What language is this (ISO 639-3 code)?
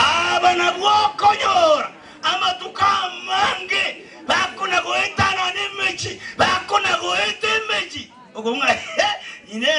guz